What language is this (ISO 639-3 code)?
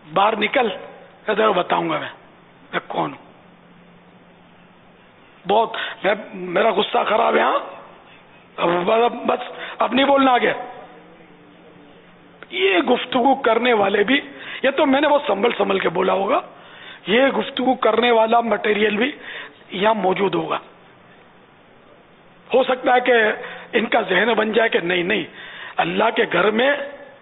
urd